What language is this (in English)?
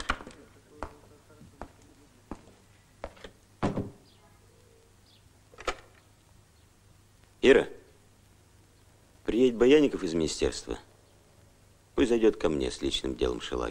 Russian